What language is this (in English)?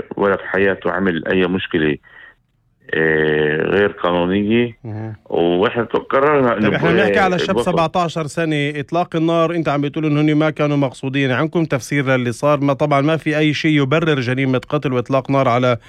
North Levantine Arabic